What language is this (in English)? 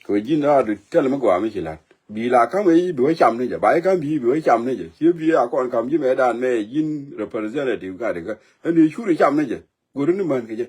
Nuer